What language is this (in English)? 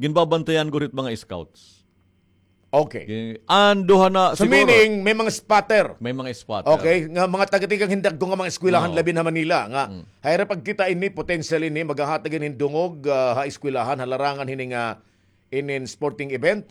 Waray